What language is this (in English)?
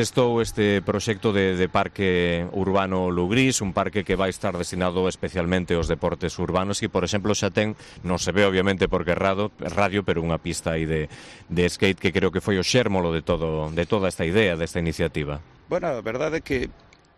Galician